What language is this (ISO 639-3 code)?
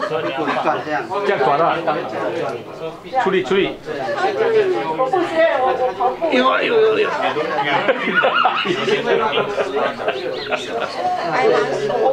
zho